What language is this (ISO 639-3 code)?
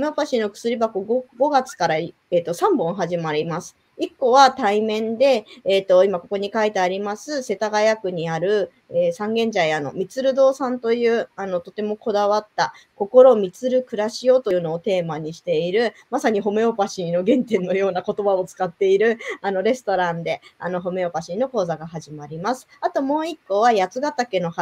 jpn